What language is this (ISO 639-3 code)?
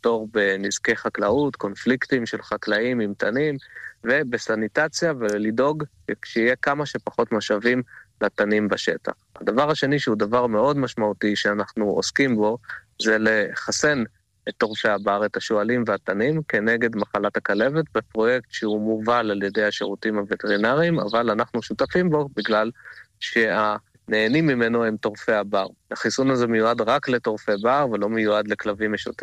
heb